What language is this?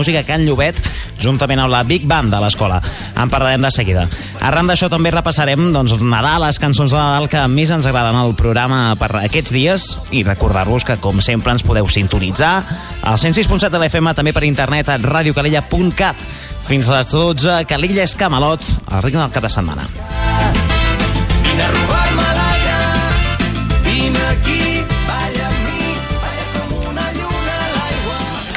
Catalan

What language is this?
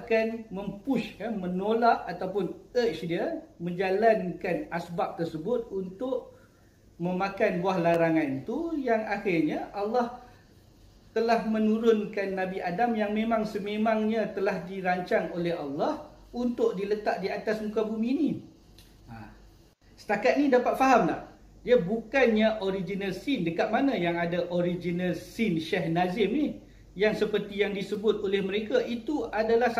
Malay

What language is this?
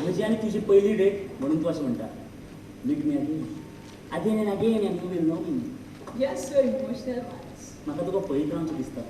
Konkani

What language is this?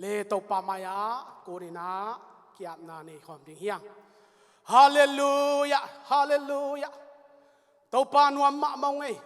Tedim Chin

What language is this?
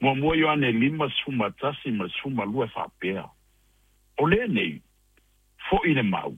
Samoan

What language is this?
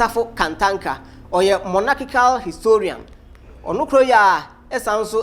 Akan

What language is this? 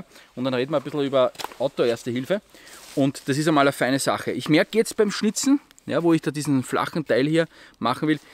German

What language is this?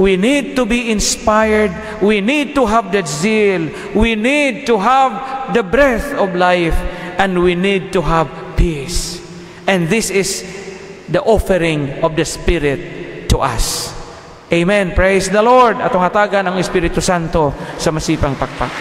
Cebuano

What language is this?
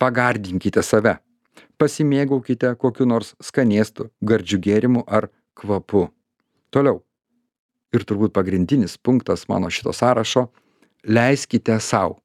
Lithuanian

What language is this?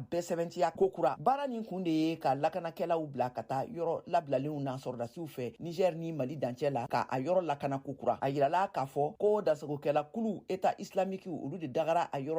Bambara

